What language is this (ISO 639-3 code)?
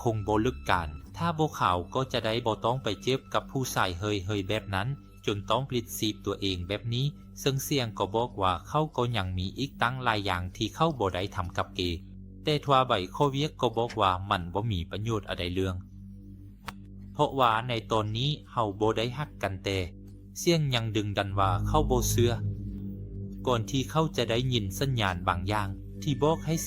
lao